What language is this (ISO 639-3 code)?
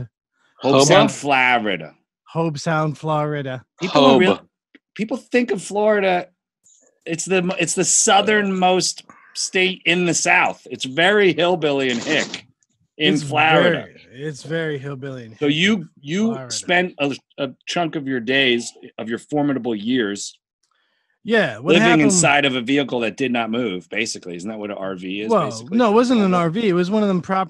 eng